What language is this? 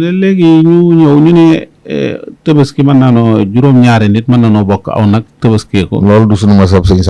Wolof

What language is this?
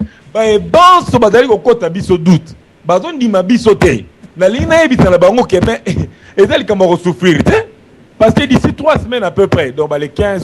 Lingala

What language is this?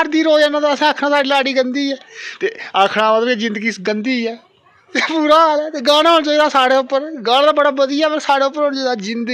Dogri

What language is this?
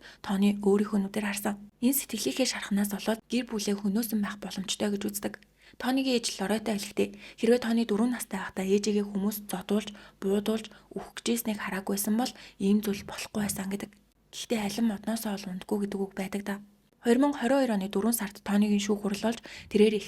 Mongolian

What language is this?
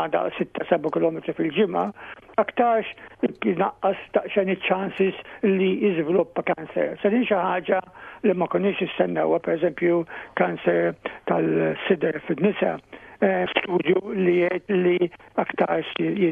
Maltese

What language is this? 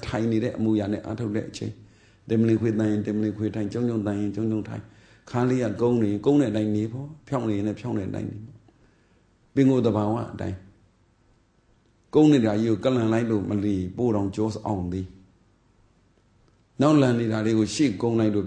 Burmese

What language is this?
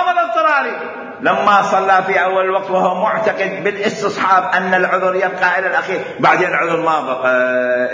Mesopotamian Arabic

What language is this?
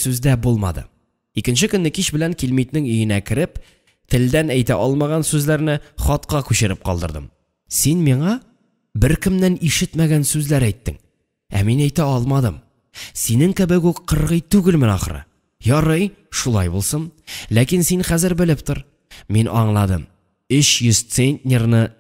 Tatar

